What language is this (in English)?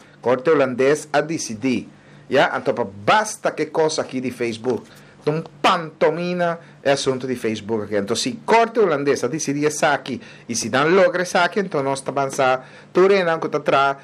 Papiamento